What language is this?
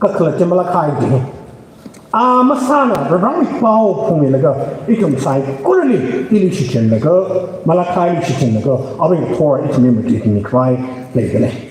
Tangkhul Naga (India)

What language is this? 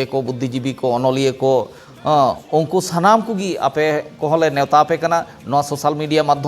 Santali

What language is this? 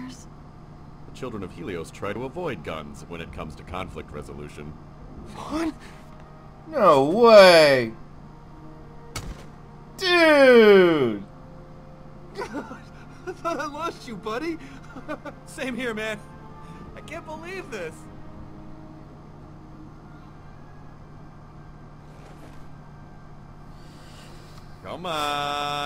English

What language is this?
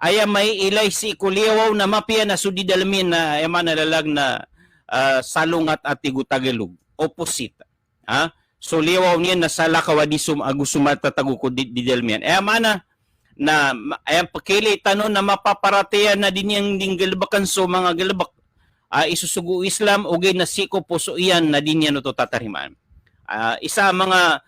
Maranao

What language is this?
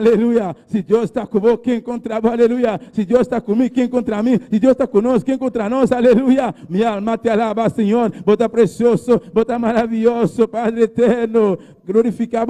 Papiamento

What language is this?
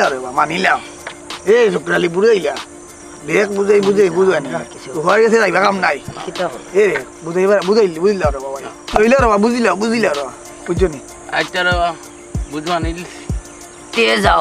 Sylheti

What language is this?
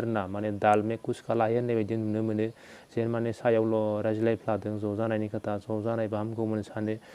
Bodo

